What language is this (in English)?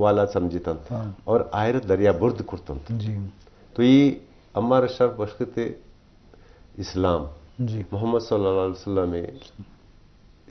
Eastern Balochi